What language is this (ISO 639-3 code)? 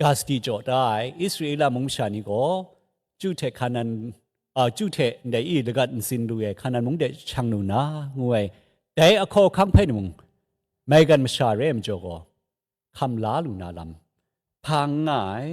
kac